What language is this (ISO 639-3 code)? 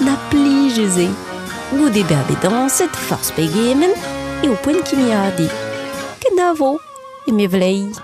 bre